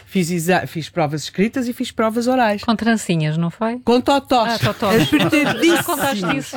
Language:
Portuguese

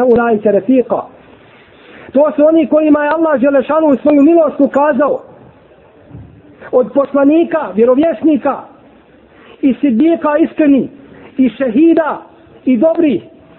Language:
Bosnian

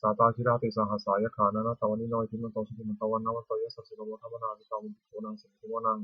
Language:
Pali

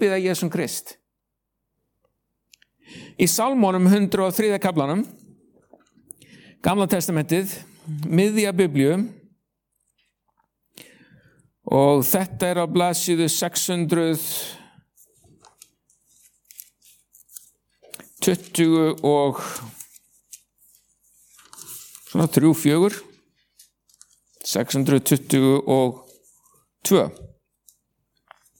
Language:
Icelandic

